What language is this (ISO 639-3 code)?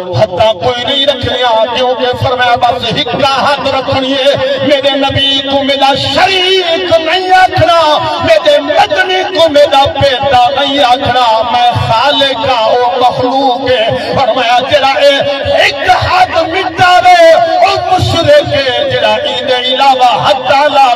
skr